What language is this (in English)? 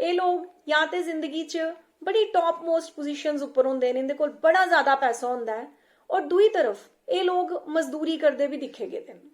Dogri